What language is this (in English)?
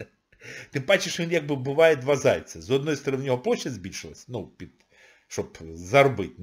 Ukrainian